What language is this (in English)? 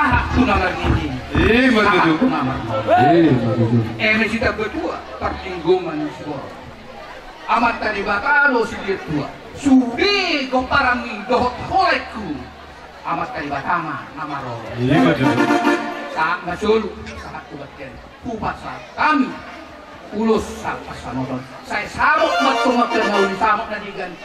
Batak Toba